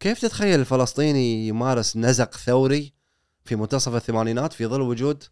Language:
Gulf Arabic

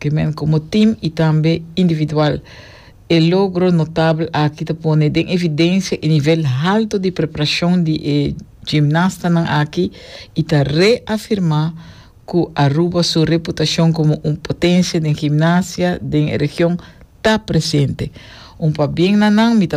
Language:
Papiamento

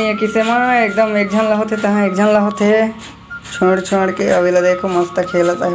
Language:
Chhattisgarhi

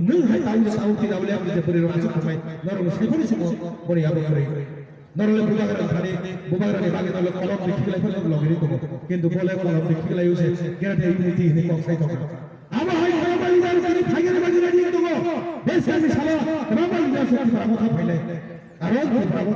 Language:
Kok Borok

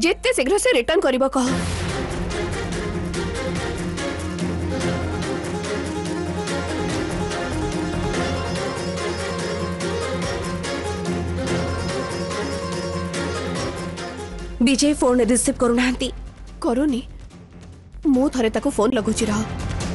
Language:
Odia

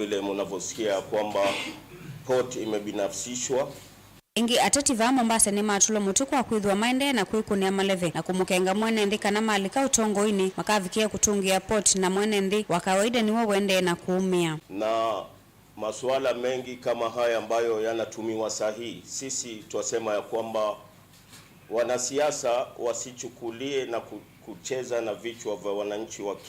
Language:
Kamba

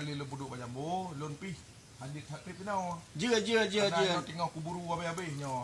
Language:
Achinese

